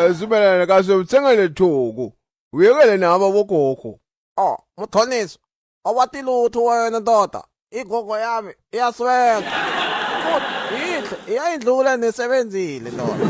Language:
Zulu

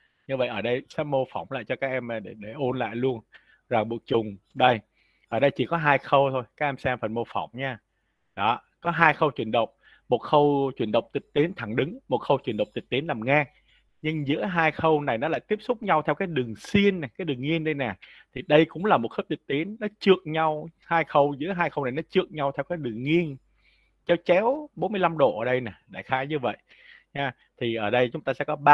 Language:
Vietnamese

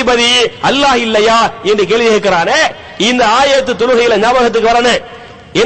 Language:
Tamil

